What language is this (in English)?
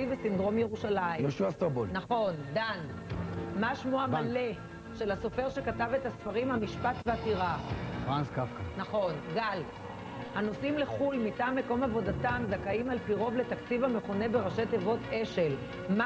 Hebrew